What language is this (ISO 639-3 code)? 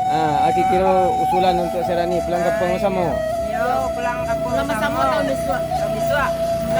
min